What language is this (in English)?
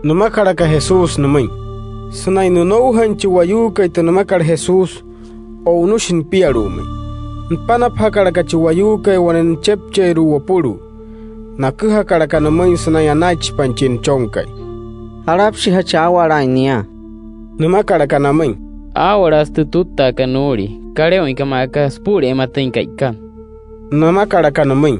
Wayuu